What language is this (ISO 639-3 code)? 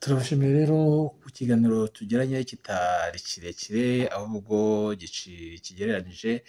kin